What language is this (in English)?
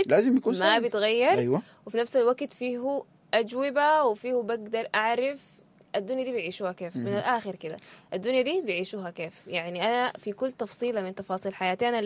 Sudanese Arabic